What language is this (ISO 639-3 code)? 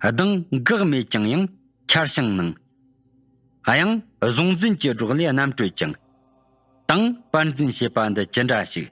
bod